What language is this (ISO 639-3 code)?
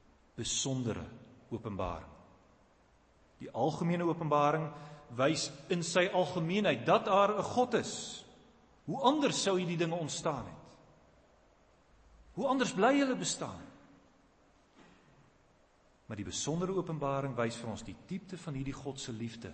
afr